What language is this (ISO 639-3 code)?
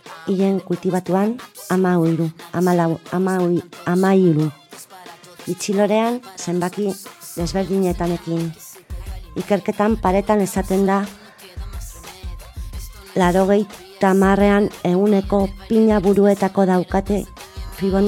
eus